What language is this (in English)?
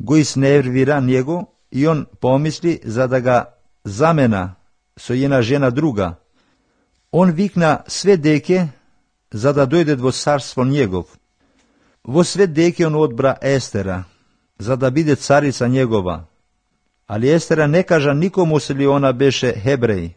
Macedonian